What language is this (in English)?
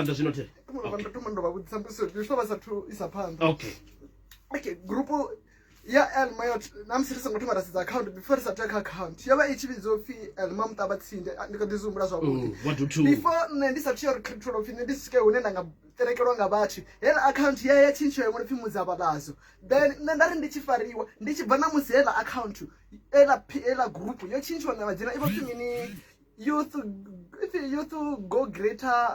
Venda